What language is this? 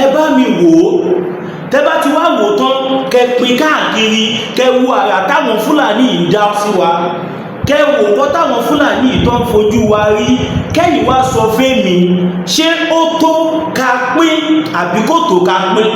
Yoruba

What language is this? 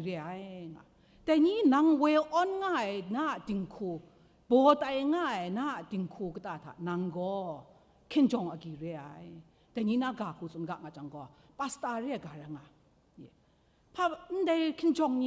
Kachin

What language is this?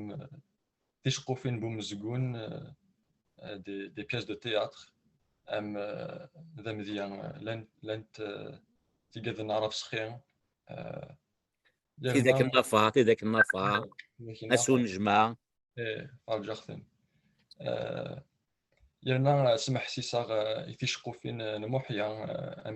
Kabyle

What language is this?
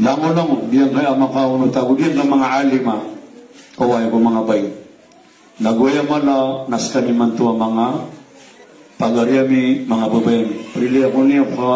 Maranao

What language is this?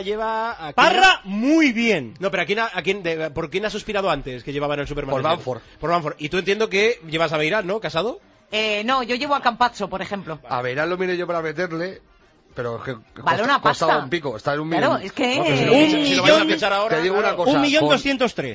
Spanish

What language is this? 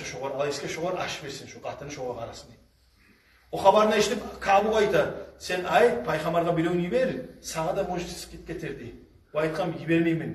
Kumyk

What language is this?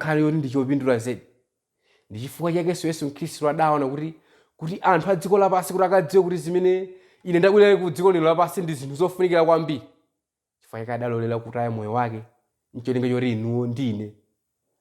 Nyanja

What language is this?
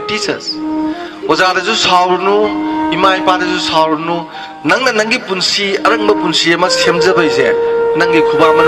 Manipuri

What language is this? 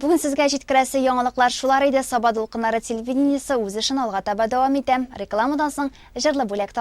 Tatar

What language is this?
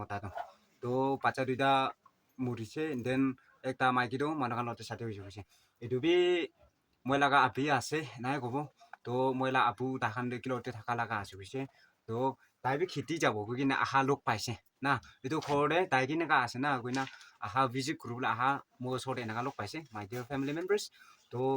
Naga Pidgin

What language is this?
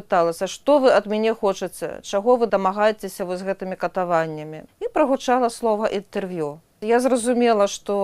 Belarusian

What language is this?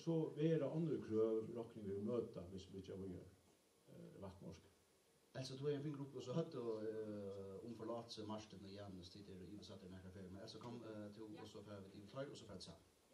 Faroese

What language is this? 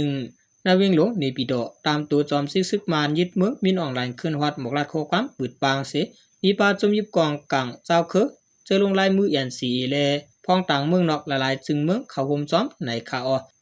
Shan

